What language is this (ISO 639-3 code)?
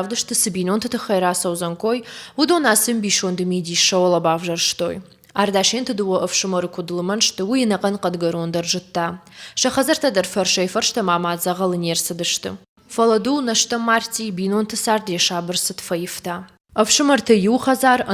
oss